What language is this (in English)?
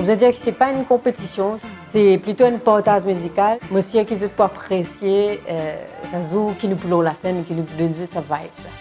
Morisyen